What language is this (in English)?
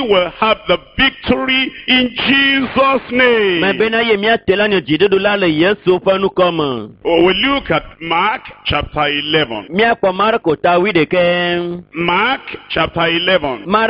Ewe